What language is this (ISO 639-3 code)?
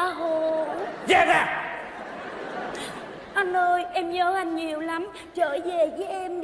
vie